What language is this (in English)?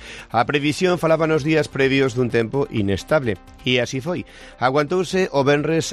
Galician